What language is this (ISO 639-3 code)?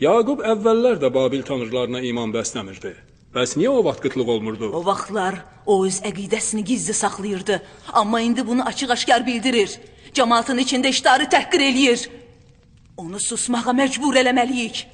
aze